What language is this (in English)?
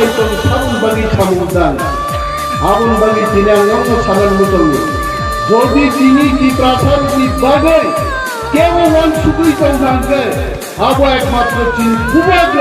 Kok Borok